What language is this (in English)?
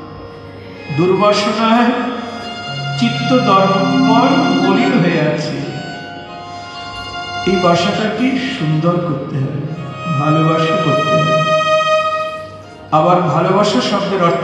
Bangla